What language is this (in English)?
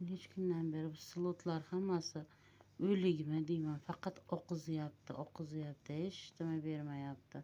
Uzbek